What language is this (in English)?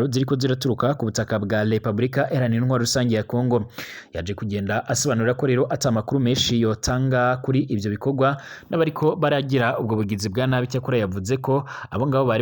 Rundi